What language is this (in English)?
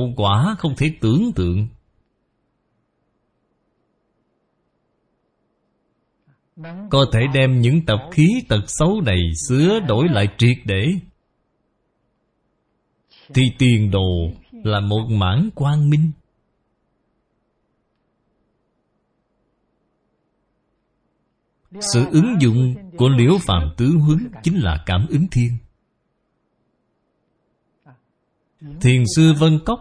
Vietnamese